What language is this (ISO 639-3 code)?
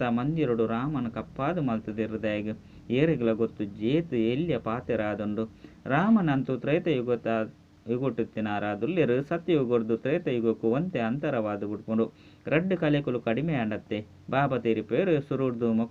tcy